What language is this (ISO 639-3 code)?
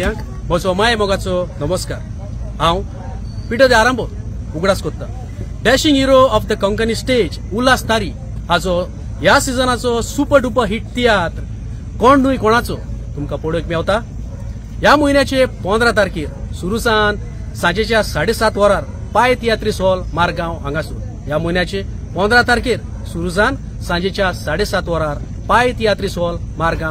kok